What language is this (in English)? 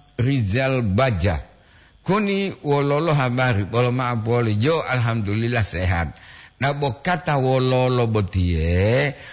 Gorontalo